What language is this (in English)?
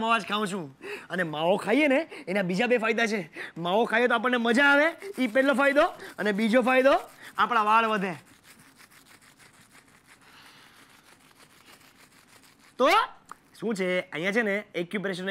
Gujarati